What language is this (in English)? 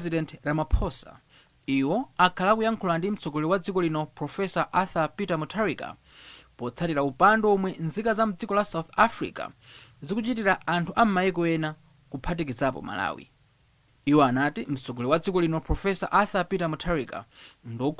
Nyanja